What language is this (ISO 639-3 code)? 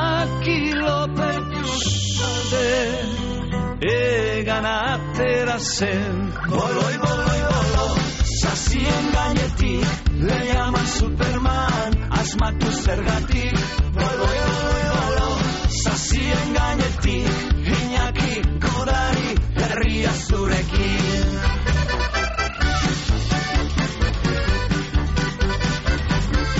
eus